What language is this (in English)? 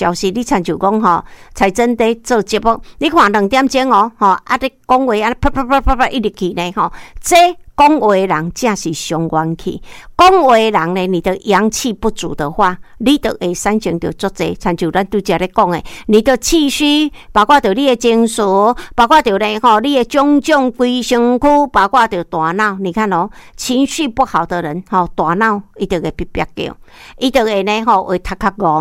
Min Nan Chinese